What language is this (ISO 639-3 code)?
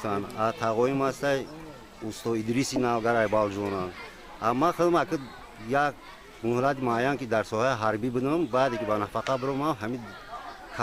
tgk